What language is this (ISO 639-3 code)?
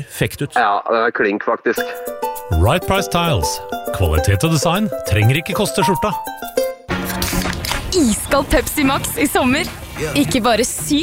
nor